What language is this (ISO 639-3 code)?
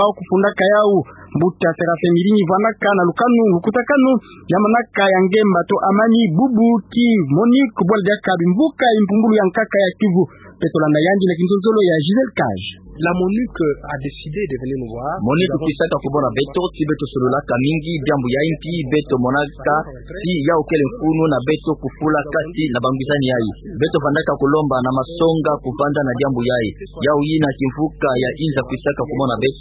ktu